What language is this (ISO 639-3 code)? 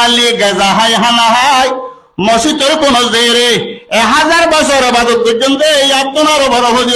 rhg